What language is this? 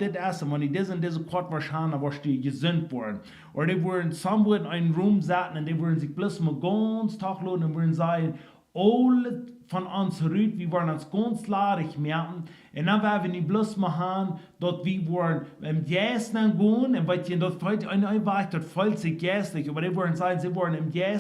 Plautdietsch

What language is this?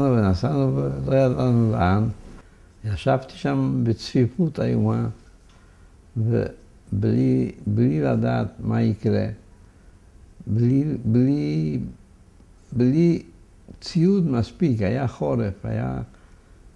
Hebrew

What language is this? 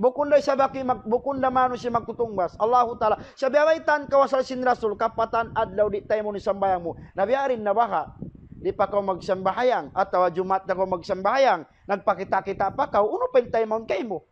Tausug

